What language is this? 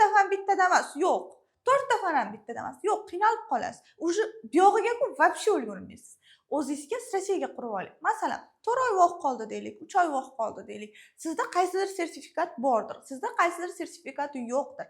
Uzbek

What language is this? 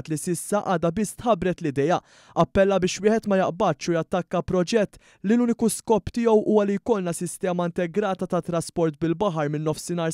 Maltese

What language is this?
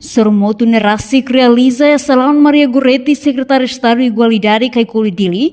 Tetum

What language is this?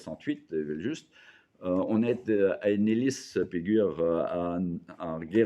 Breton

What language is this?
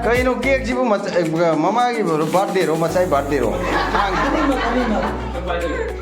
Manipuri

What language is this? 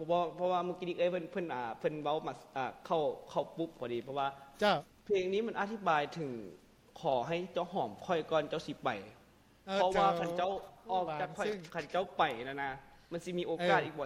Lao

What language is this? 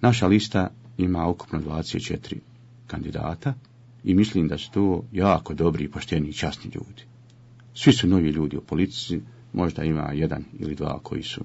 Bosnian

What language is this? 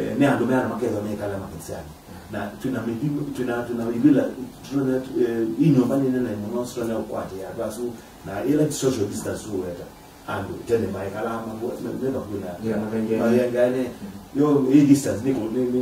Kamba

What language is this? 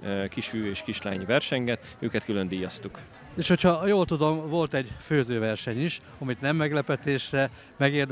Hungarian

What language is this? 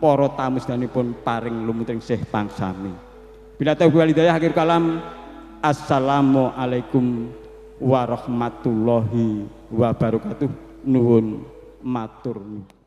Javanese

